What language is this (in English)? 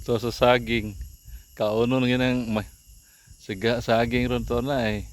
Cebuano